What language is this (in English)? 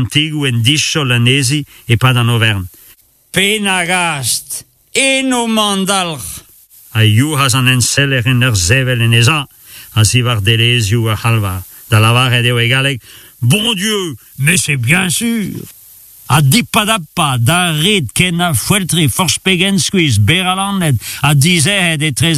Breton